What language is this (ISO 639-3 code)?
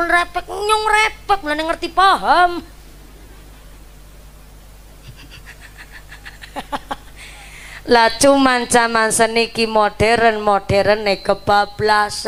jav